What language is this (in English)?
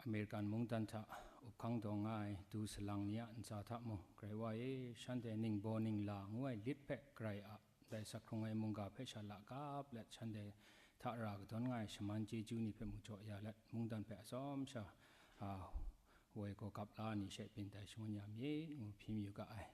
Kachin